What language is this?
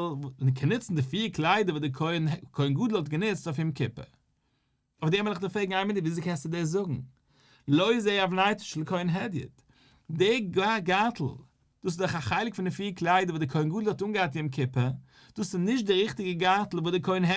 Yiddish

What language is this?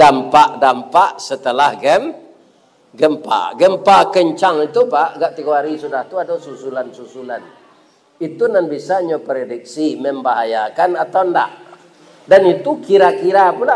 Minangkabau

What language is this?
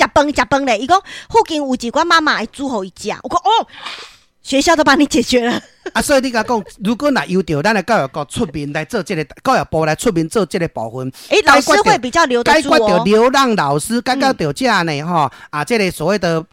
Min Nan Chinese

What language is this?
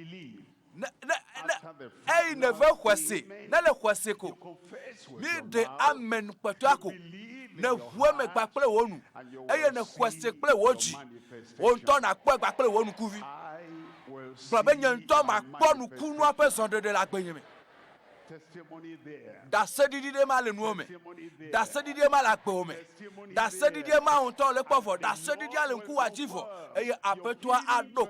Ewe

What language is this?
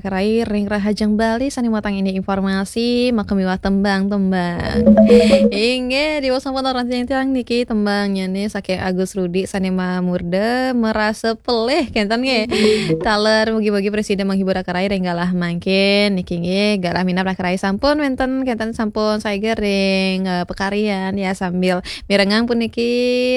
Balinese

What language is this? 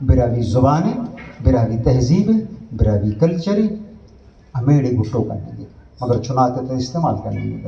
Brahui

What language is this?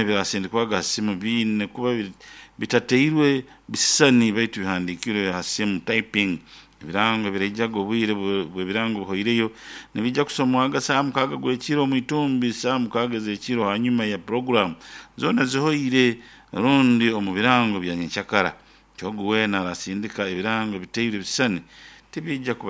Nyoro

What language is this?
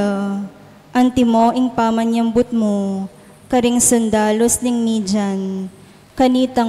Pampanga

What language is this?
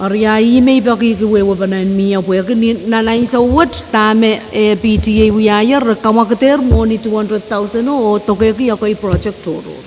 Pohnpeian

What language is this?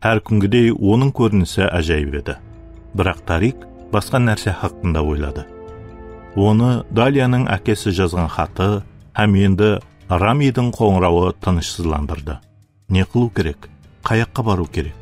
Kara-Kalpak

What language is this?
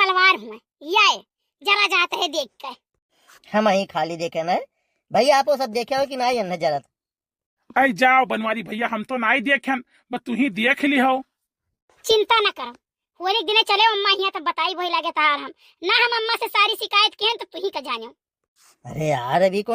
Awadhi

